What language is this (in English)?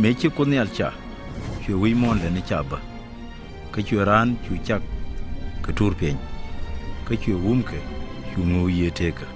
Nuer